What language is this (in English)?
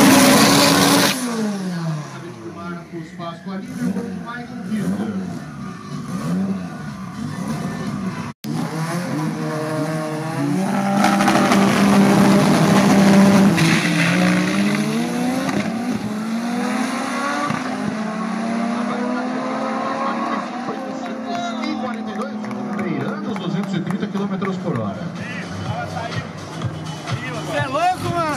Portuguese